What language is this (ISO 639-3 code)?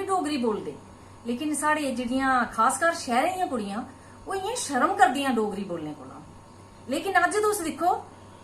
doi